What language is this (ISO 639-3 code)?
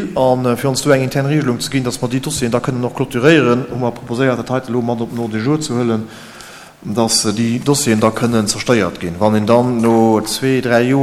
ltz